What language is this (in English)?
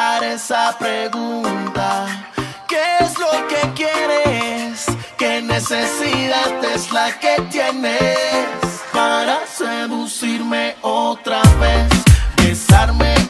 Spanish